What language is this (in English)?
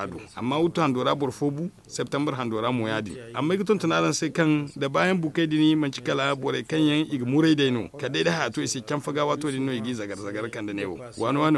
Zarma